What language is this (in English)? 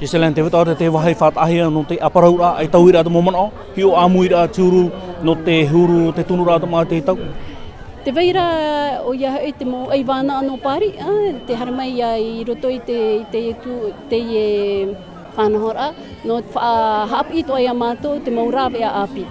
Tahitian